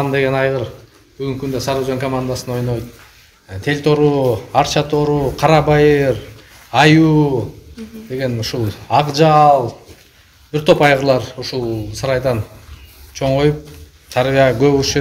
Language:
Kyrgyz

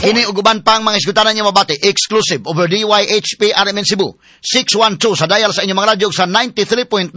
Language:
Cebuano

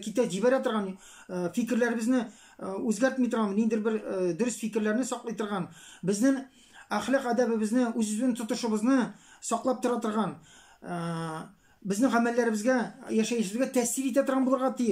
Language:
Tatar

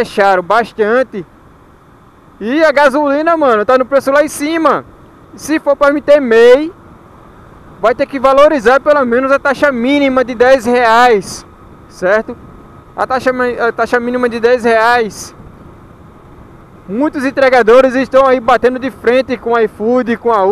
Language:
Portuguese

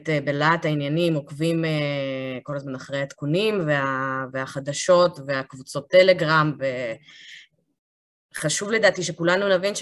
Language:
Hebrew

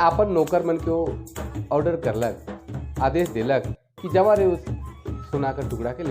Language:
Sadri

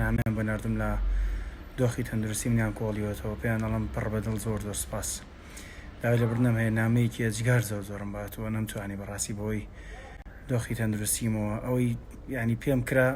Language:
Central Kurdish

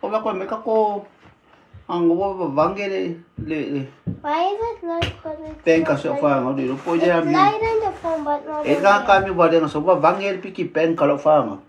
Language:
Samoan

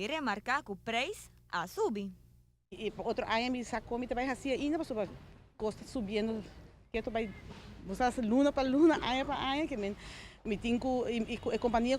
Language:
Papiamento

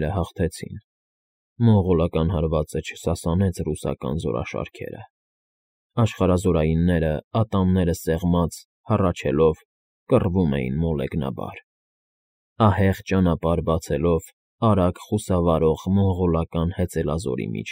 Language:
Armenian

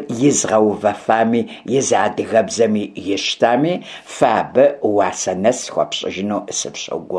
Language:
Kabardian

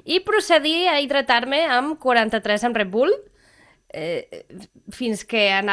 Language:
Catalan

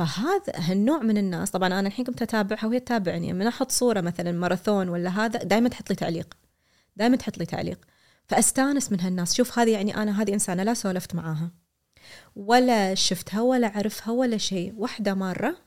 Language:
Gulf Arabic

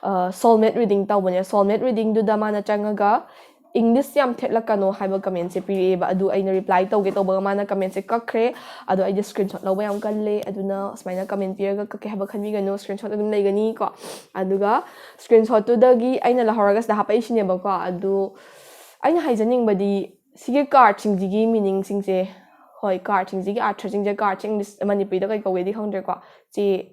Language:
Manipuri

